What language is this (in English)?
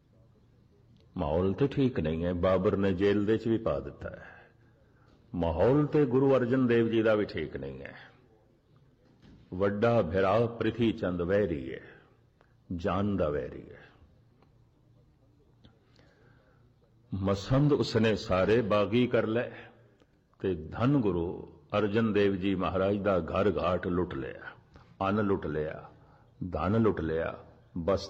Punjabi